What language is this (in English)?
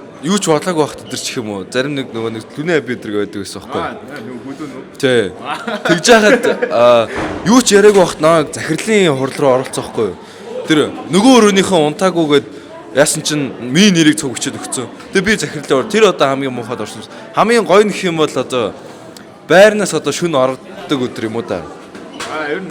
Mongolian